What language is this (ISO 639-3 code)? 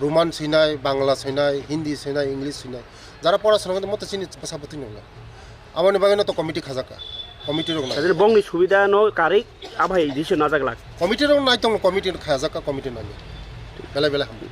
trp